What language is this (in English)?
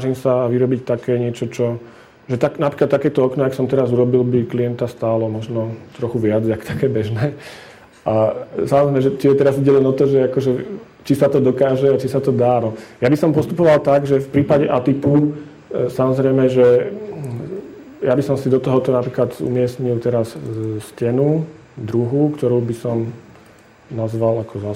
Slovak